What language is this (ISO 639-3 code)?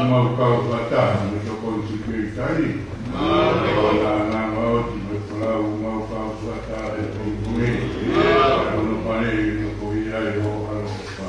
ton